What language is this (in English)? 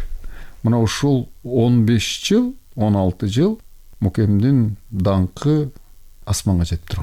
Kyrgyz